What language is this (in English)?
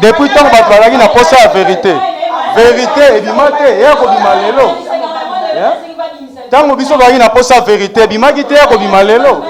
Lingala